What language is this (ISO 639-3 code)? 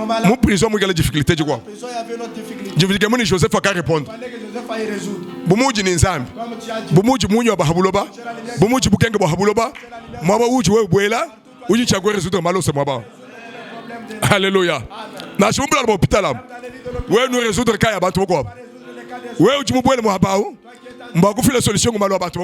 lua